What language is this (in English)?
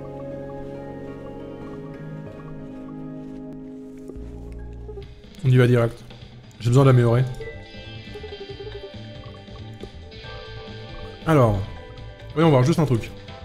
French